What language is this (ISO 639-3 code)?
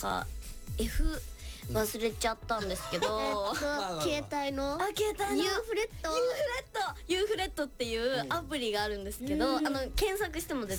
jpn